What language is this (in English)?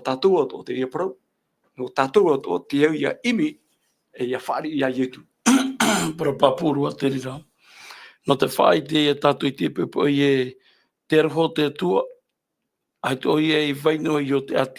Tahitian